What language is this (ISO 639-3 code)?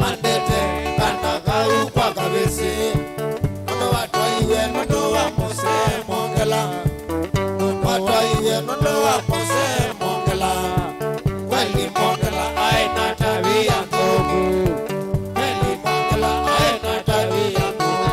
kam